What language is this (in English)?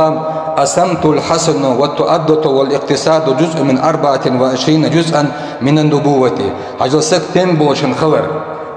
Ingush